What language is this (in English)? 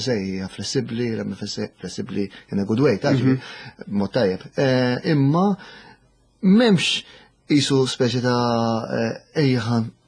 Maltese